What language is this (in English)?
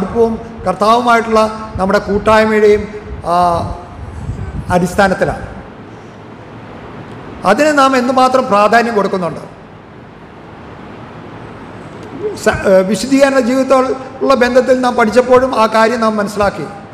Malayalam